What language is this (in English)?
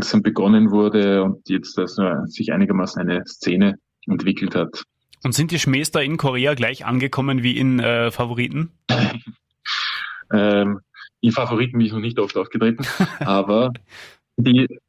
German